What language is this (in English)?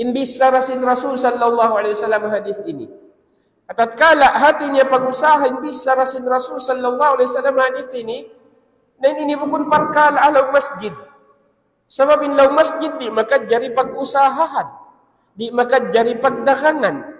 Tausug